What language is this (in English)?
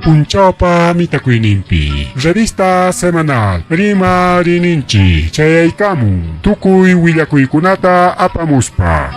Ayacucho Quechua